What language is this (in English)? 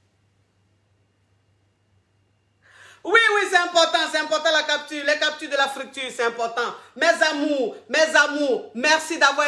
French